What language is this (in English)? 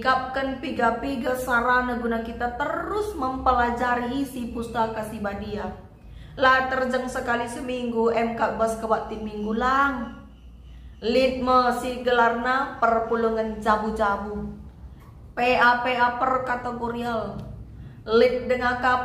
Batak Karo